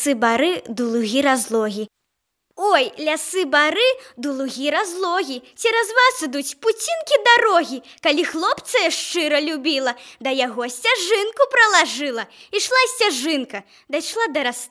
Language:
Belarusian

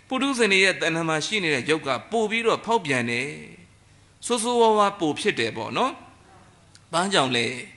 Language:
Burmese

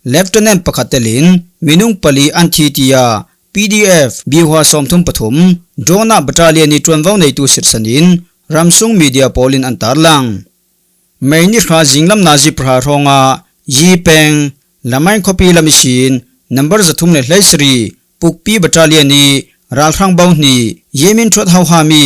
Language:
Falam Chin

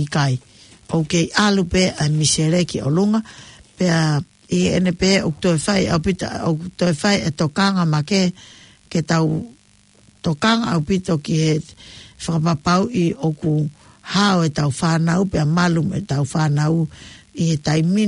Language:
Tongan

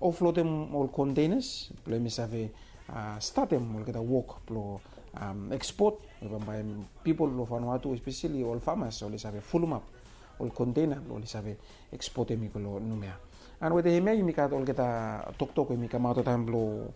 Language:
Bislama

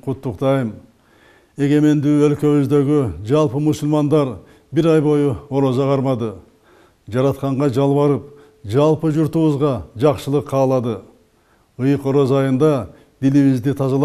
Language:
Kyrgyz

